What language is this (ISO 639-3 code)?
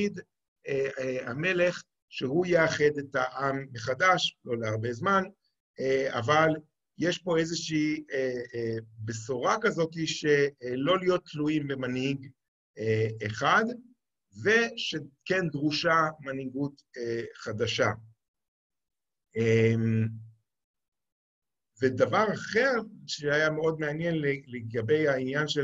heb